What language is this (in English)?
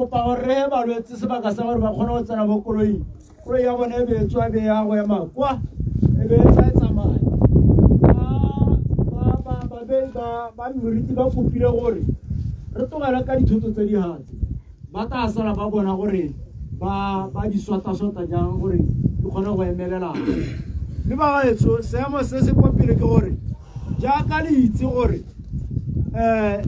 Tswana